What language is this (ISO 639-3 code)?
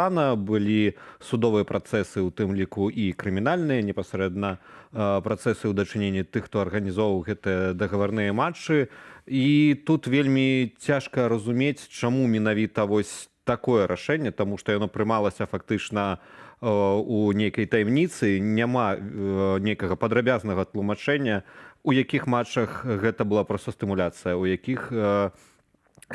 bel